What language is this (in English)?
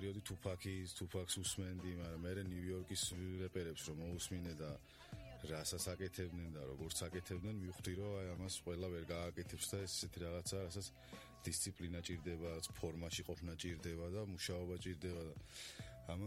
Georgian